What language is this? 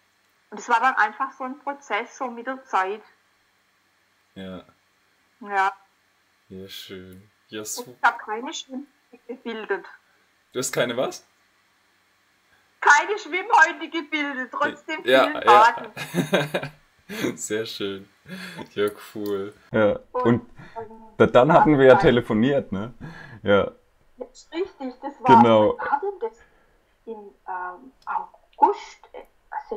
German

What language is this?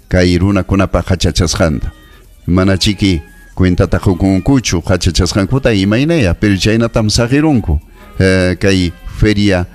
Ayacucho Quechua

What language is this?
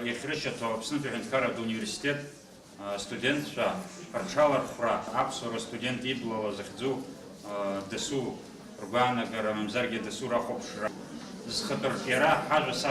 Abkhazian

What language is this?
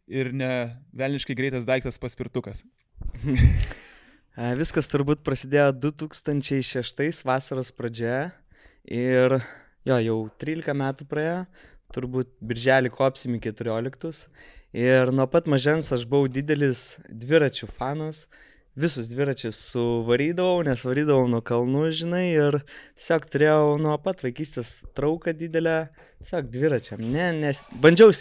Lithuanian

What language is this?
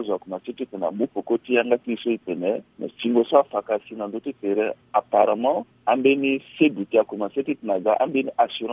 Sango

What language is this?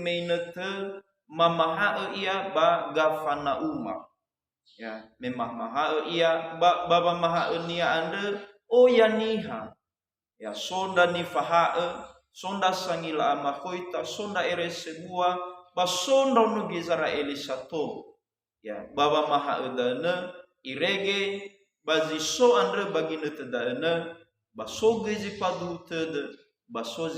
Nias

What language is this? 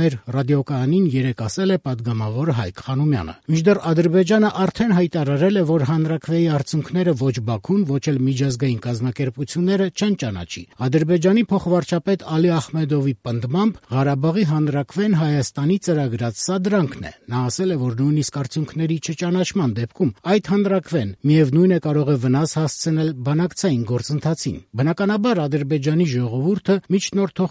Armenian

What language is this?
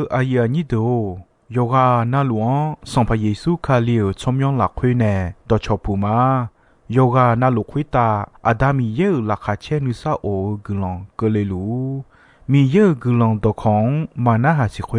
Akha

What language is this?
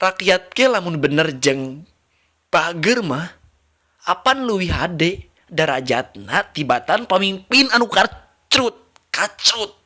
Sundanese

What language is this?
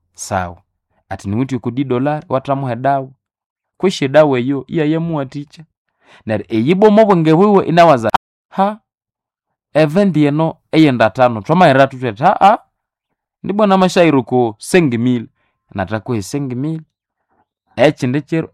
Nande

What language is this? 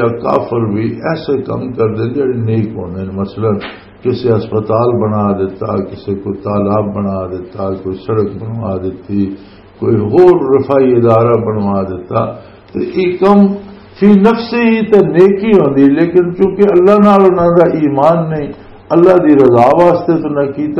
Western Panjabi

